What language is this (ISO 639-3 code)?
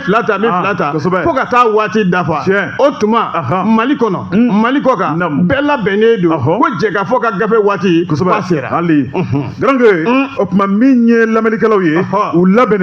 bam